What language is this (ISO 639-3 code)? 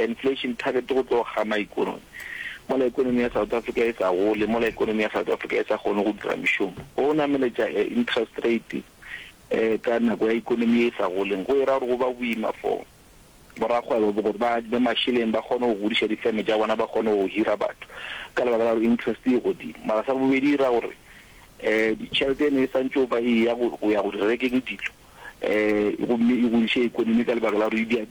nso